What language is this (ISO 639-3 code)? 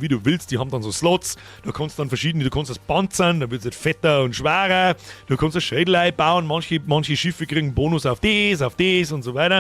bar